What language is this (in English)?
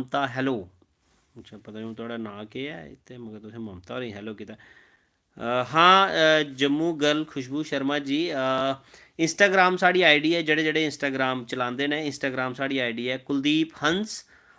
Dogri